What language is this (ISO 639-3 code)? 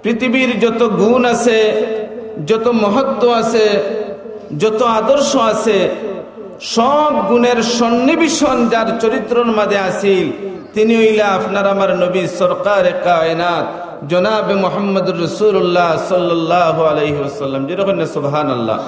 syl